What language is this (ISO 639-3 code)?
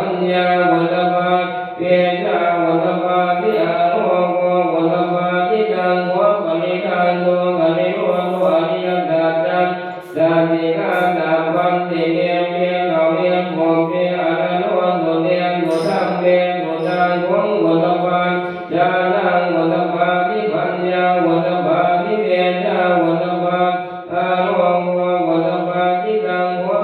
pli